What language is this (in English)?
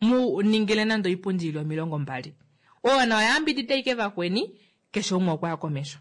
Kuanyama